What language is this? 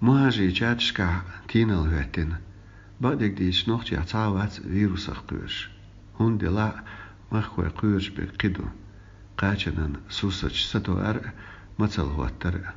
Chechen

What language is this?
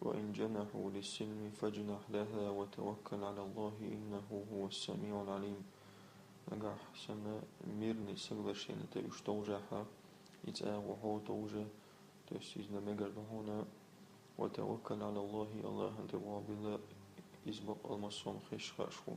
Chechen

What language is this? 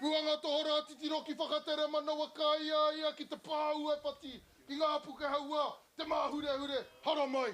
Māori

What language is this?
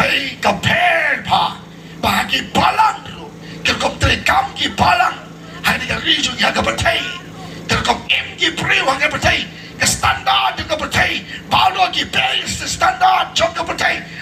Khasi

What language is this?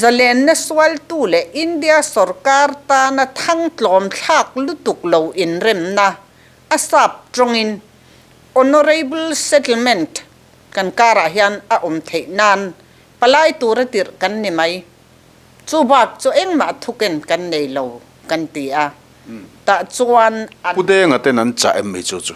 Mizo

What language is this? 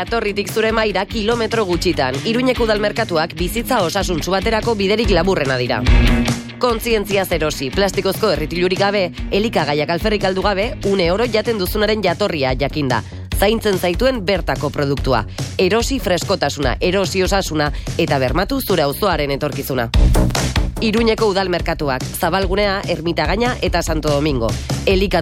Basque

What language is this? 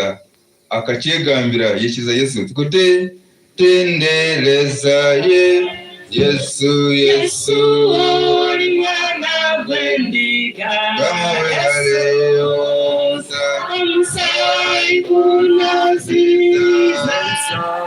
Nyankole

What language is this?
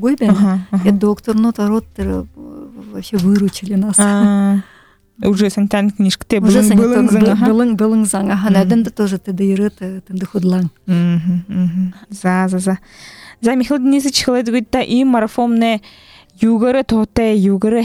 Buriat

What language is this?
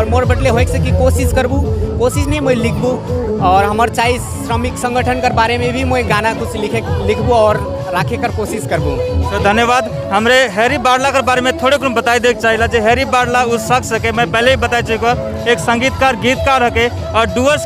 Sadri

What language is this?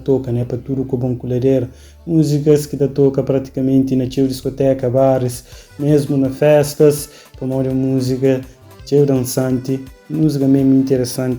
Kabuverdianu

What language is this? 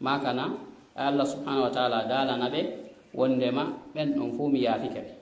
Fula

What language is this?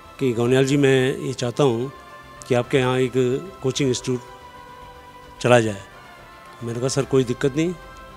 Hindi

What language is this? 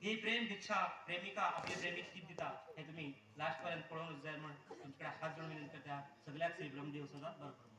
Konkani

